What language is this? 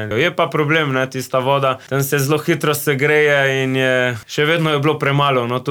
Slovenian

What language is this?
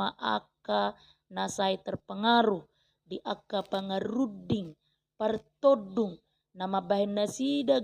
Batak Toba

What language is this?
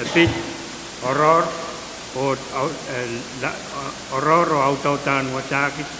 Pohnpeian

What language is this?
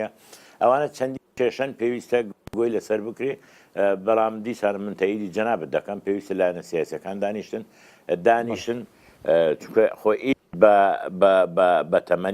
Central Kurdish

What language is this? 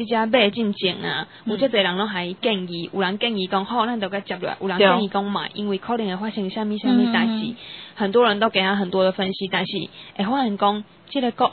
Min Nan Chinese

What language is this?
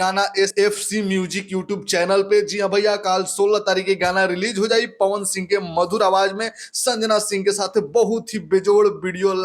Bhojpuri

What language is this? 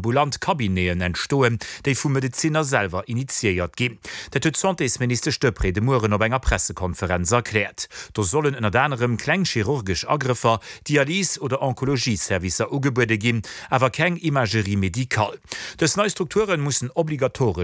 Luxembourgish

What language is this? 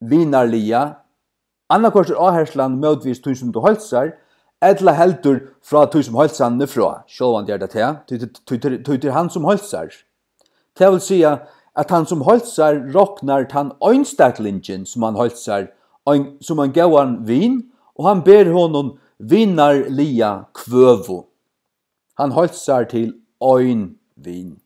Faroese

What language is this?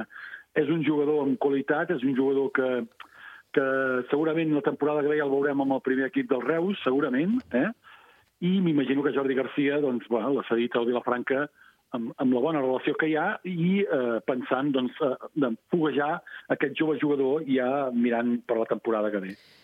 Catalan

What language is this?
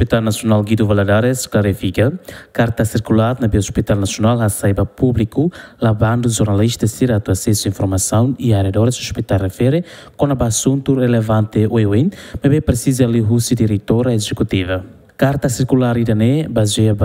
Tetum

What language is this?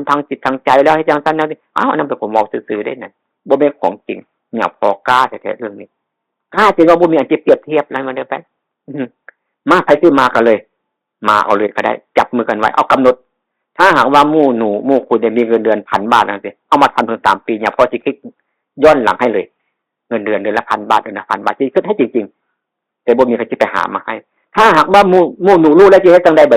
Northeastern Thai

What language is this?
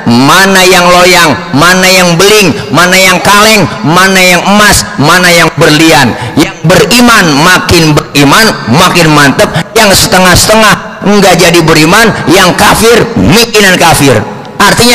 Betawi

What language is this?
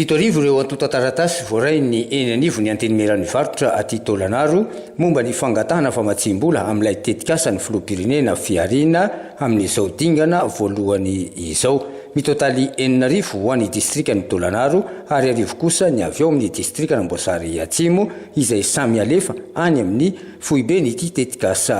Malagasy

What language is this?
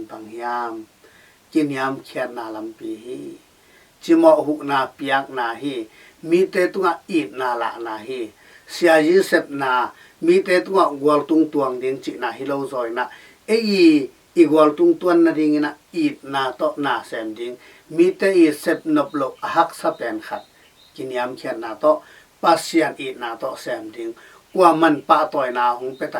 Tedim Chin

